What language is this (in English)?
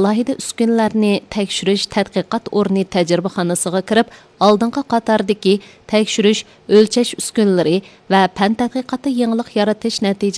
Uyghur